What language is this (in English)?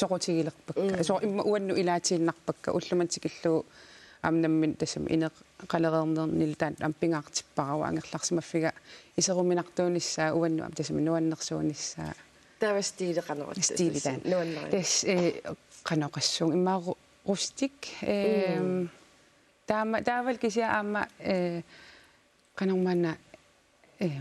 Kalaallisut